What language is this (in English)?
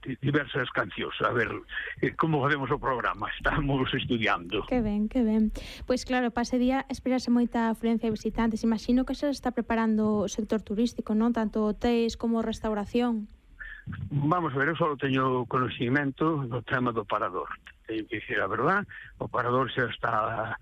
Galician